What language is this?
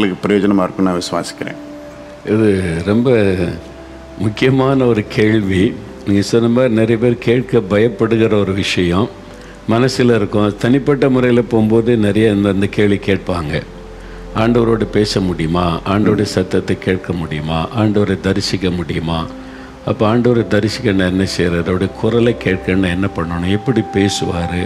Tamil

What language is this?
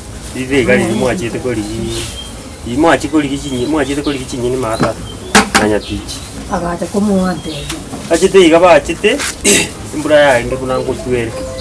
Gusii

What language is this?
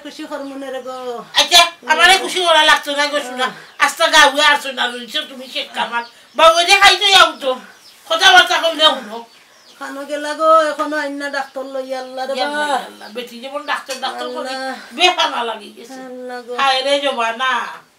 Sylheti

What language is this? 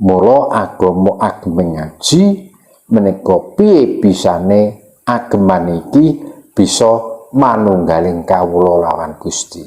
Javanese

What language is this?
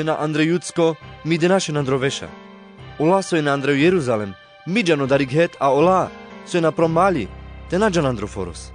Carpathian Romani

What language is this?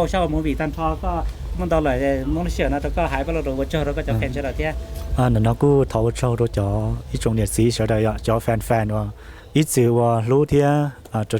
Hmong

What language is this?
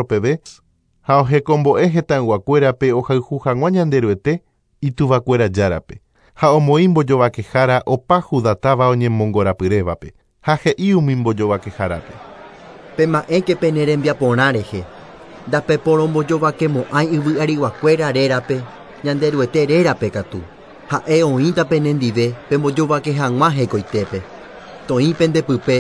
Guarani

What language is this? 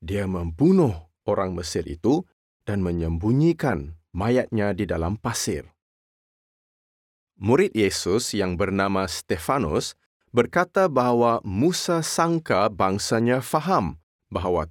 Malay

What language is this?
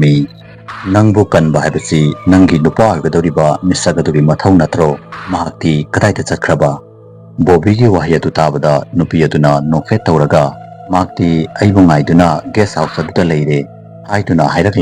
Manipuri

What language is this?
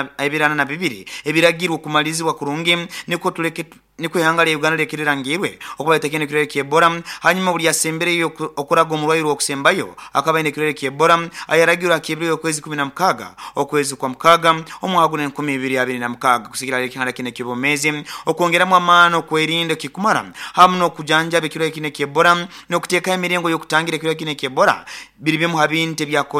Nyoro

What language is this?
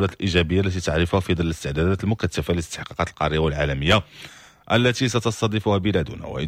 Moroccan Arabic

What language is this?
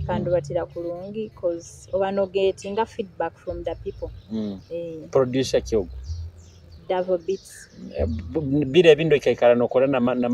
Nyoro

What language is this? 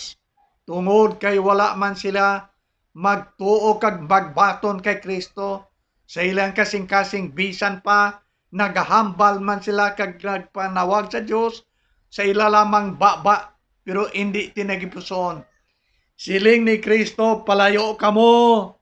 Hiligaynon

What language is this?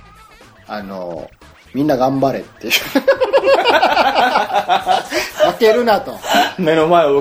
Japanese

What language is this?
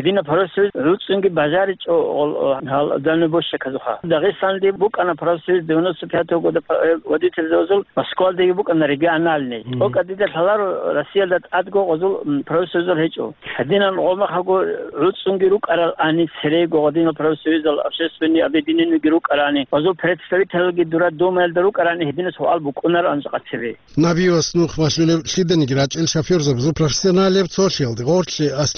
Avaric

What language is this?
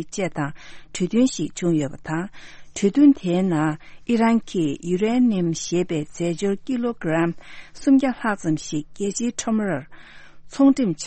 Tibetan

